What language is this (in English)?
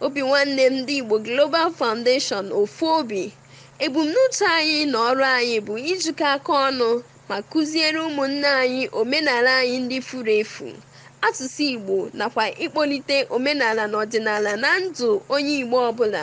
Igbo